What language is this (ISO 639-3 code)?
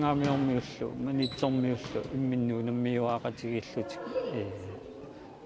kal